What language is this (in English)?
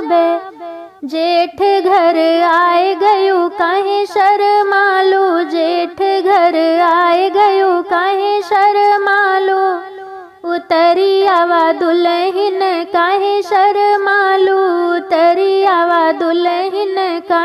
Bhojpuri